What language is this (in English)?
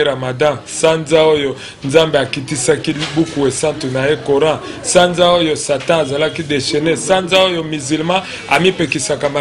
Lingala